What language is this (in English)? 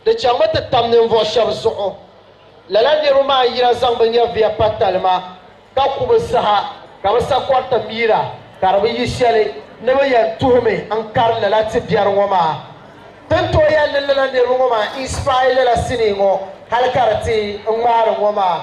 Dagbani